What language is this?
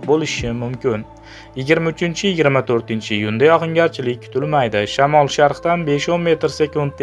Uzbek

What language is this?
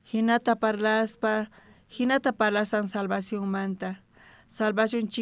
South Bolivian Quechua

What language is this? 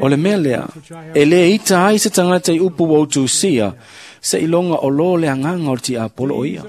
Samoan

